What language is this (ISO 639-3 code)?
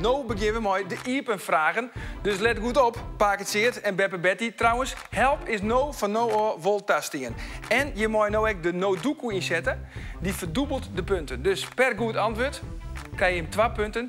fry